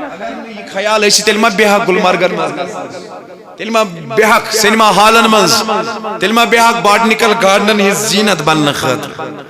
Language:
Kashmiri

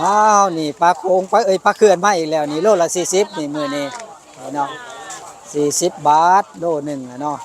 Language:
Northeastern Thai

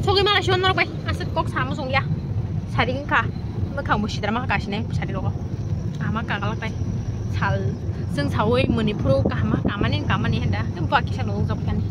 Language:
Kok Borok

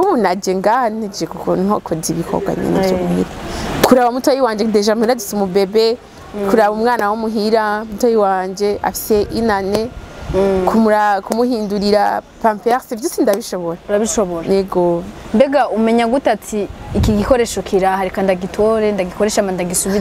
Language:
Rundi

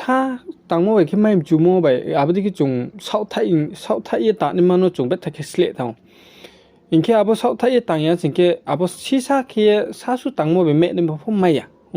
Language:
Riang (India)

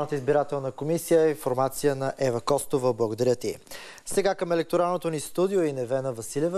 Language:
Bulgarian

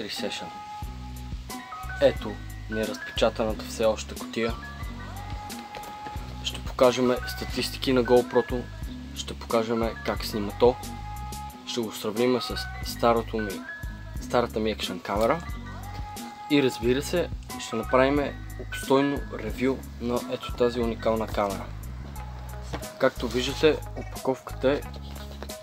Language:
Bulgarian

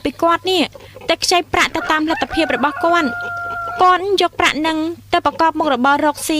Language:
Khmer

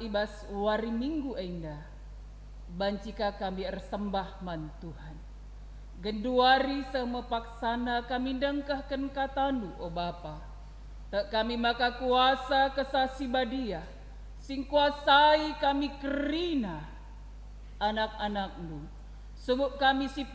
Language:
Batak Karo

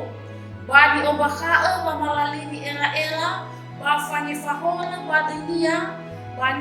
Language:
Nias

